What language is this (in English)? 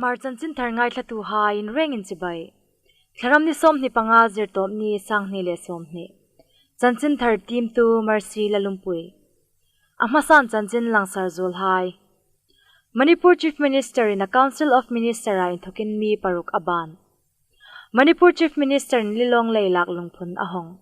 Hmar